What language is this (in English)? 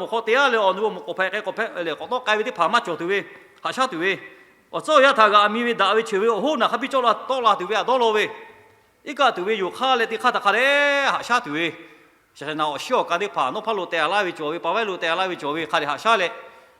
Lahu